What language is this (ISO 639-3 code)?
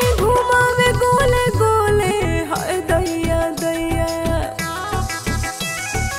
bho